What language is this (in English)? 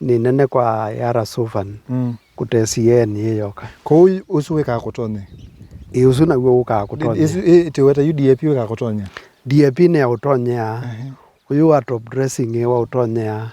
Kamba